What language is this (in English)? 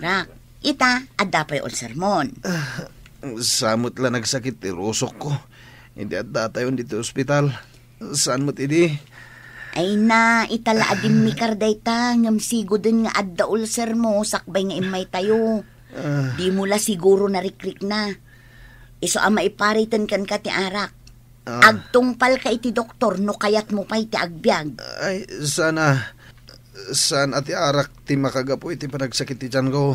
Iloko